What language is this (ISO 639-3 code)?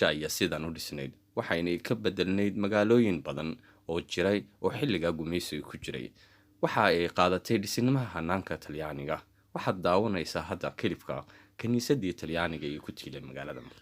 som